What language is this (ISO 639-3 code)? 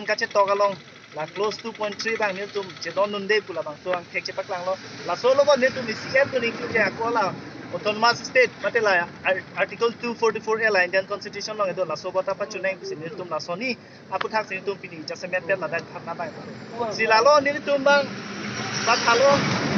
mjw